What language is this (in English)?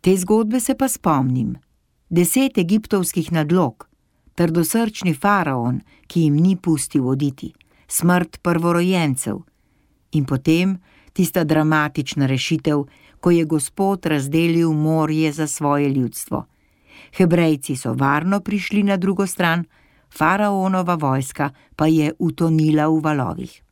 Slovenian